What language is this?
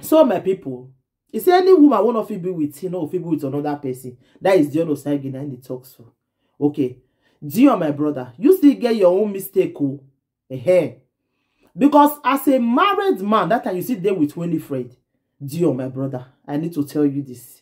Nigerian Pidgin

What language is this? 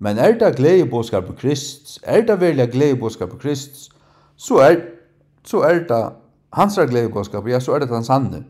Faroese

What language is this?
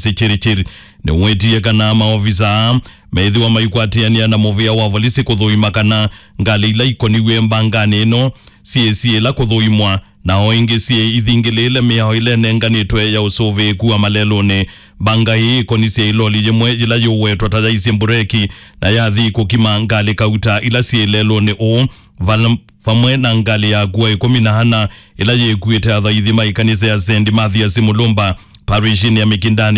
Kamba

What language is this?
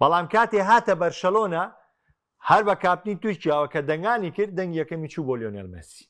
Central Kurdish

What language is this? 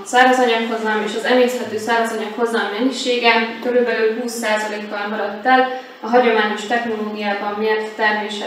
Hungarian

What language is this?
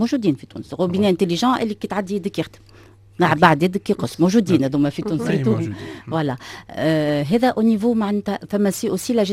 Tunisian Arabic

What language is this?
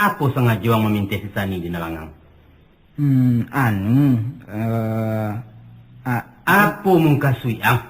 Minangkabau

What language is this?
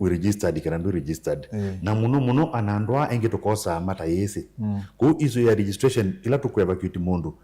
Kamba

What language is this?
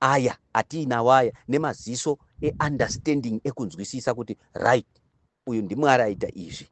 Shona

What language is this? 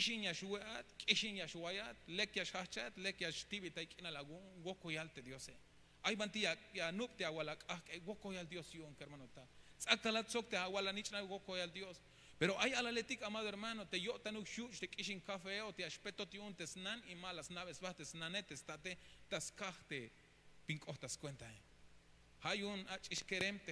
Tzeltal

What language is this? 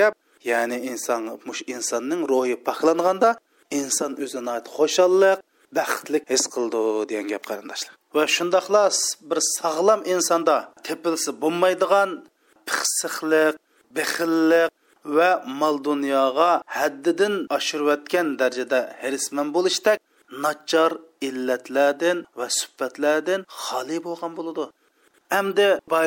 Uyghur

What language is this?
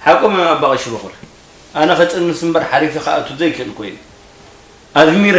Tigrinya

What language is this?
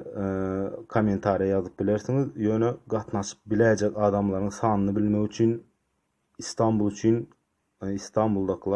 Turkmen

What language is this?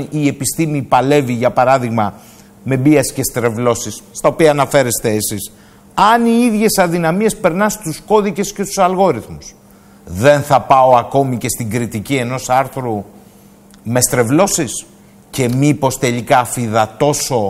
Greek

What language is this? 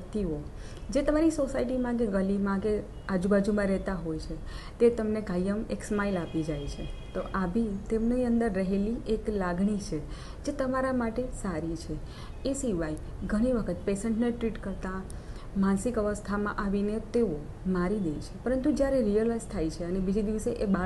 Gujarati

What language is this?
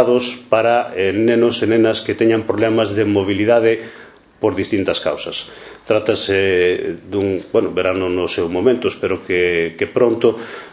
Galician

